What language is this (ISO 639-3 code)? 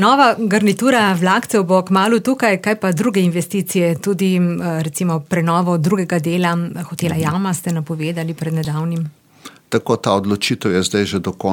slv